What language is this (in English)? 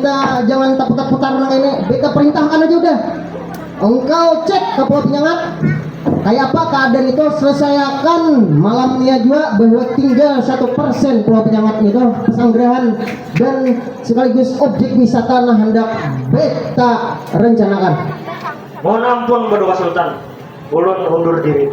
Banjar